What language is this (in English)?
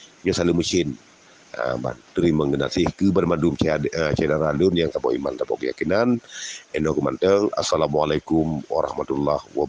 Achinese